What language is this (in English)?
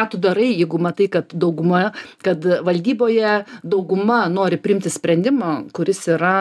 Lithuanian